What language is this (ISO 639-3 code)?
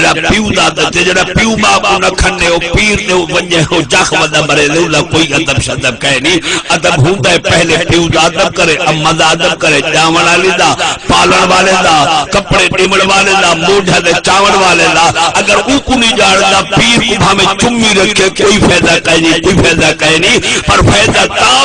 skr